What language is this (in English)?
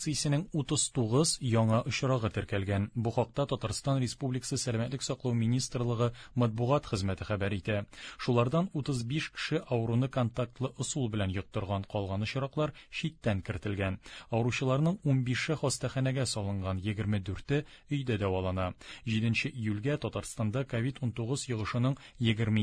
Tatar